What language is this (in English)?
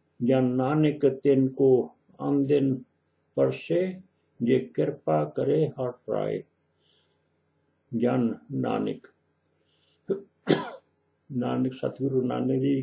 Punjabi